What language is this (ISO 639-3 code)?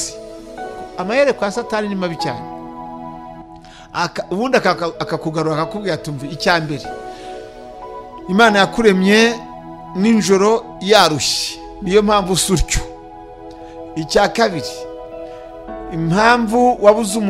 kin